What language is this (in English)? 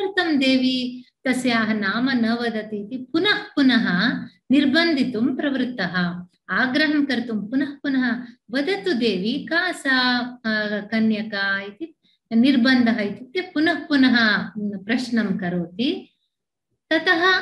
Sanskrit